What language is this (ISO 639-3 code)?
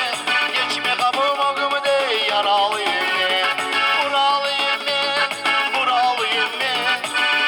crh